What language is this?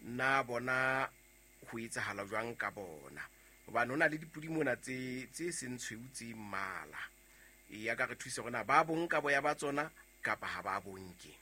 Southern Sotho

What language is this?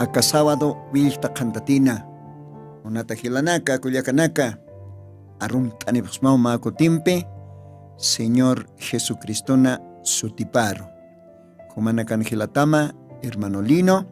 Aymara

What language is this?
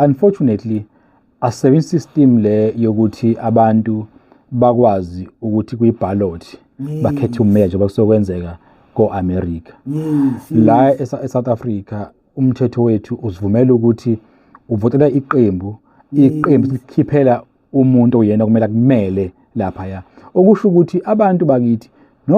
Zulu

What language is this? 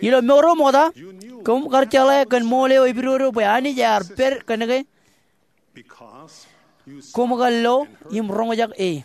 Marshallese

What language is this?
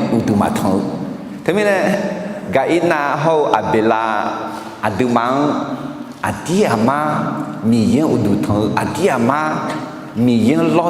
Akha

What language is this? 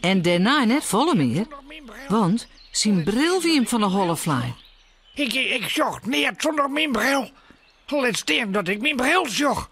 Western Frisian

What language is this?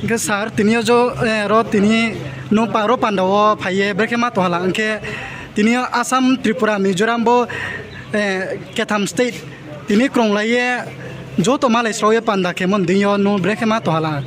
Riang (India)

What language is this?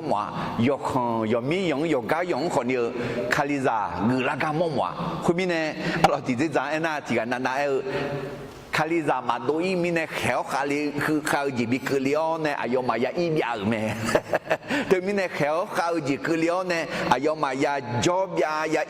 Akha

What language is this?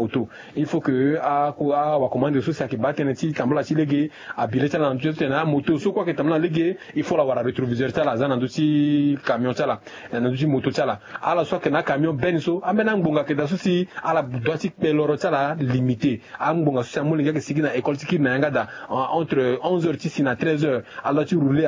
Sango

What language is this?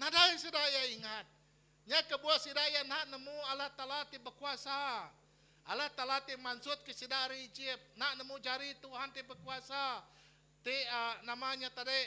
Iban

